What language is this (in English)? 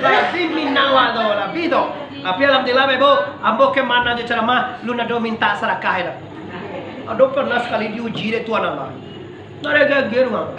Minangkabau